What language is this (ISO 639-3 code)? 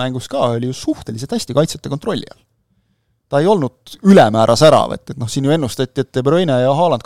est